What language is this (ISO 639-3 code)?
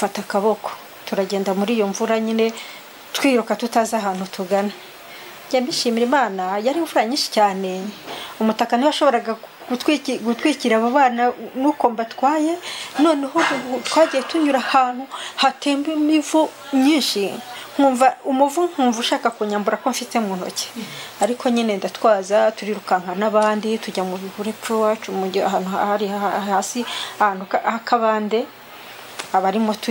kin